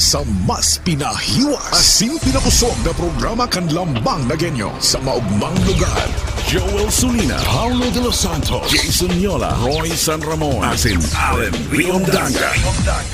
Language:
Bikol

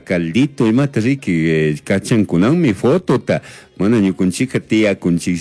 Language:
Chimborazo Highland Quichua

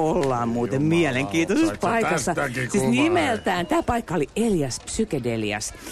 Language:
Finnish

